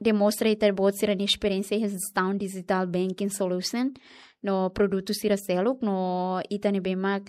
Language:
Tetum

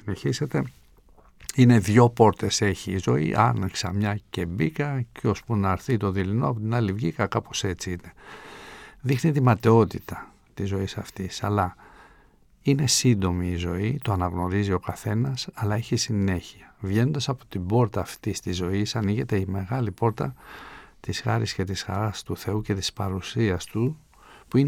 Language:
Greek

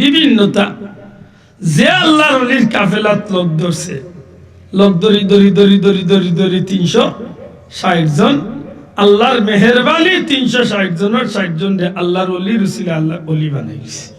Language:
Sylheti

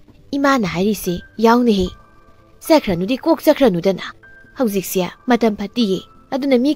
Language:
Manipuri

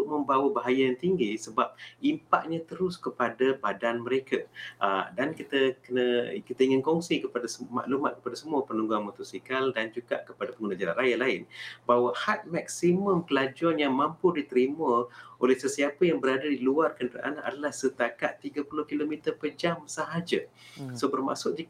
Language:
Malay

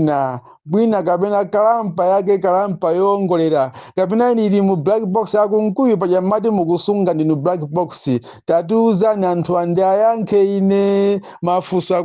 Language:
Nyanja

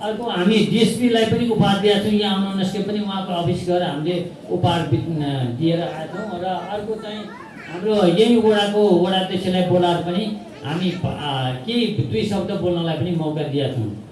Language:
Nepali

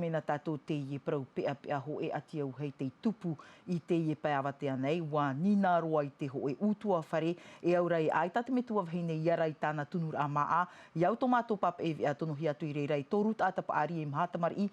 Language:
Tahitian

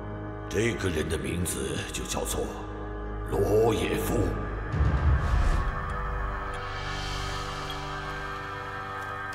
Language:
Chinese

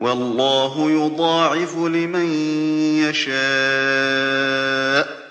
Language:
Galician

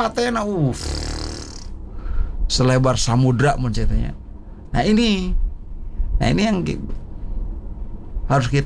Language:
Indonesian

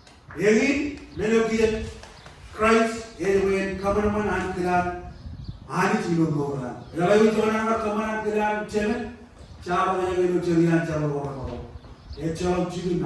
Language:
Marshallese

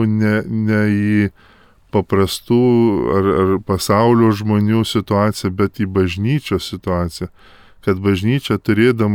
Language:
Lithuanian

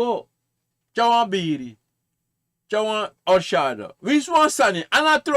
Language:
Sranan Tongo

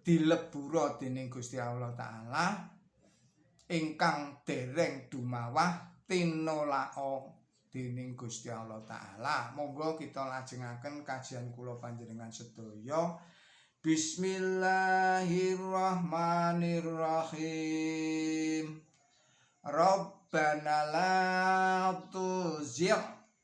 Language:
Javanese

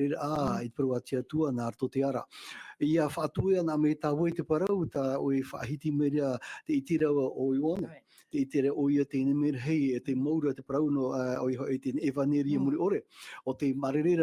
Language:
Tahitian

